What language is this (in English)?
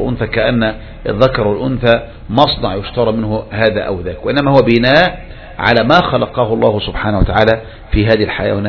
Arabic